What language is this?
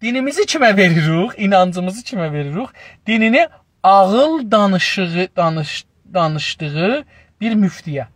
South Azerbaijani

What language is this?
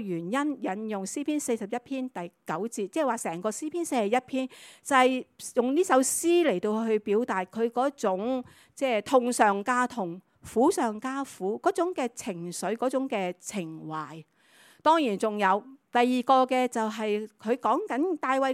Cantonese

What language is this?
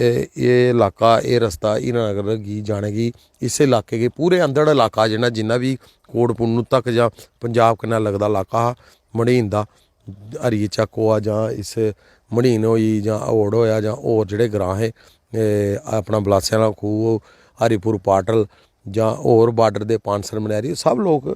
Dogri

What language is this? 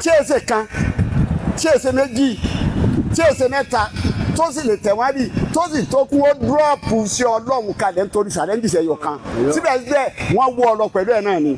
Yoruba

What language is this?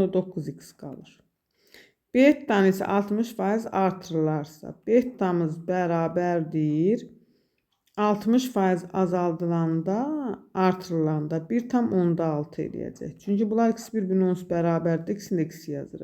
Azerbaijani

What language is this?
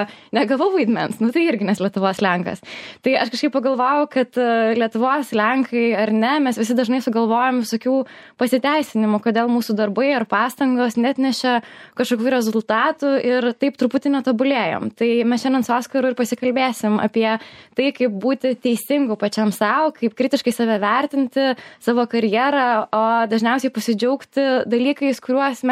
Lithuanian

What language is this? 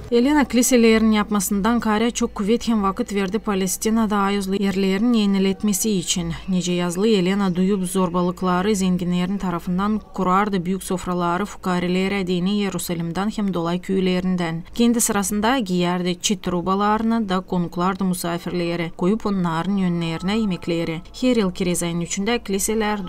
Gagauz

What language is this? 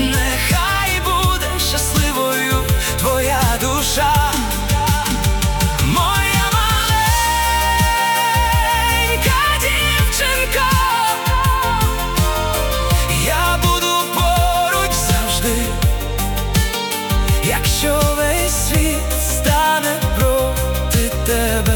Ukrainian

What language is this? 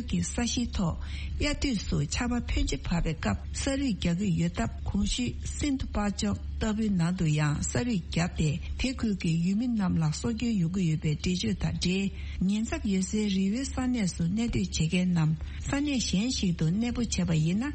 Tibetan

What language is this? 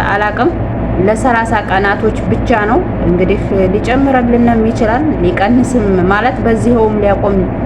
Amharic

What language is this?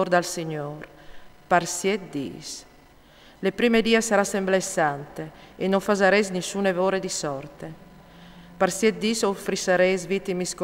Friulian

